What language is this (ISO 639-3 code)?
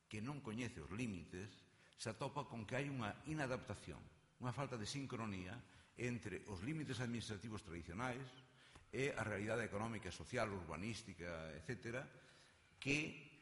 glg